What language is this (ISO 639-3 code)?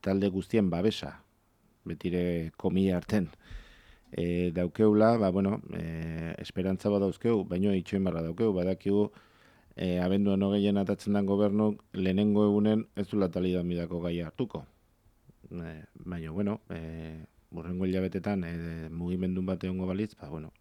eus